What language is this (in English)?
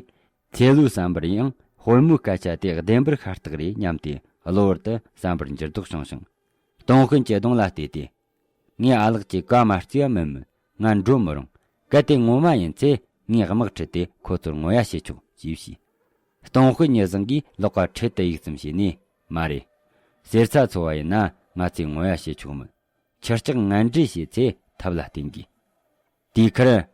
Tibetan